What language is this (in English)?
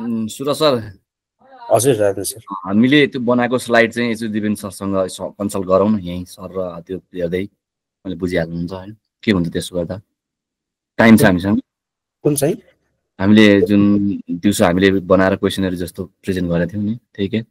Nepali